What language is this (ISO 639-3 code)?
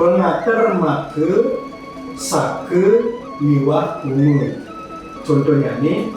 ban